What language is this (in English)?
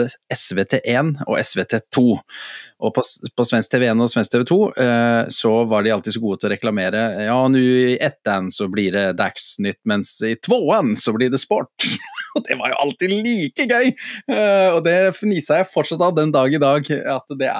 Norwegian